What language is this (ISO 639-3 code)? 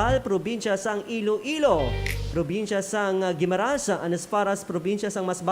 hil